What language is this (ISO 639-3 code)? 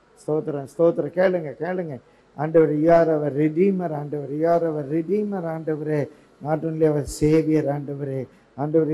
tam